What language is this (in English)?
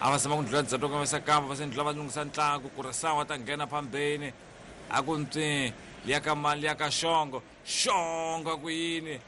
Tsonga